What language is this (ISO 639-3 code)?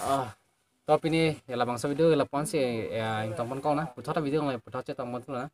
mjw